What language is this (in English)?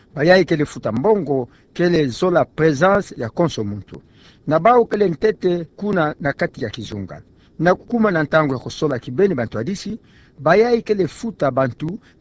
Kituba (Democratic Republic of Congo)